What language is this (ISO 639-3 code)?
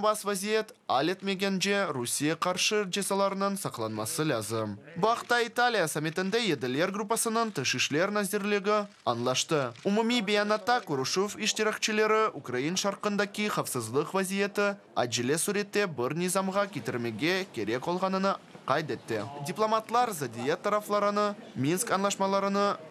crh